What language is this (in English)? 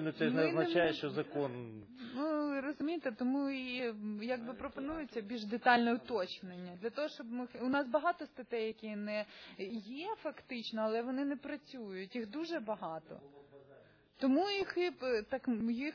Ukrainian